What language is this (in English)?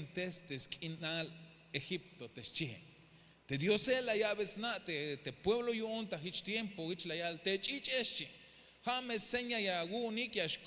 Tzeltal